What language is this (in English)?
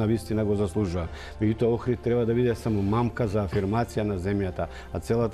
Macedonian